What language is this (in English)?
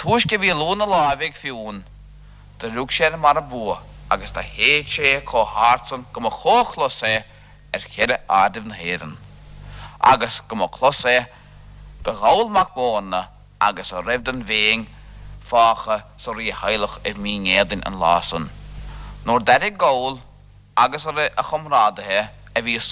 Irish